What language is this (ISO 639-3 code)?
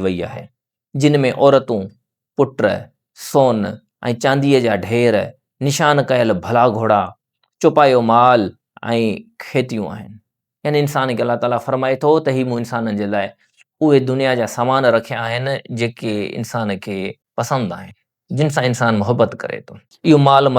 snd